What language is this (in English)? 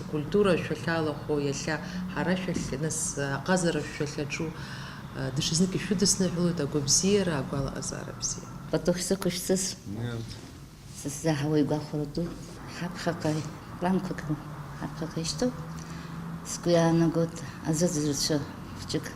Abkhazian